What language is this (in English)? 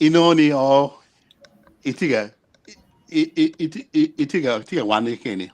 Acoli